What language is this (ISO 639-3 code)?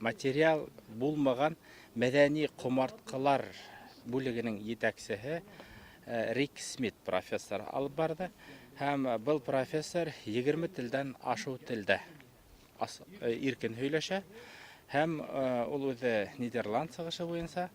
bak